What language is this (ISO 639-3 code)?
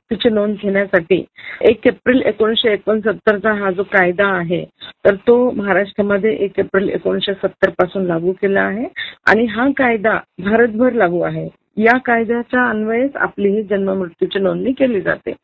mar